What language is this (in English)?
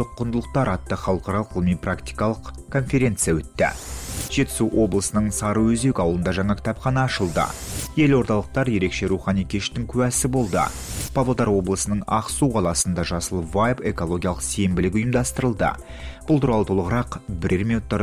Kazakh